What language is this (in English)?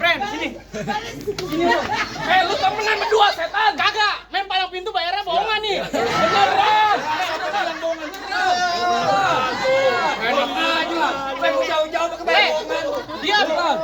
Betawi